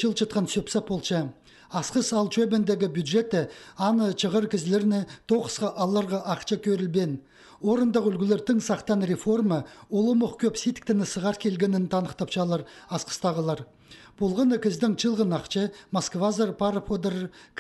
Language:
Khakas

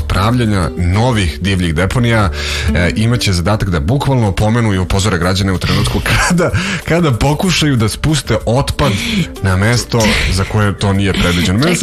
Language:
Serbian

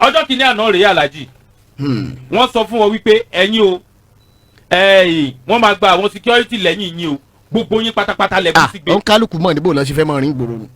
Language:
Yoruba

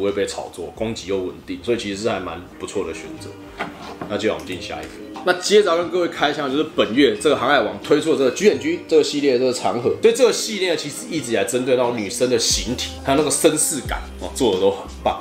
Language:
Chinese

